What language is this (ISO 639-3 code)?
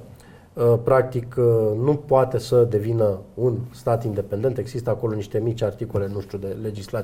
ron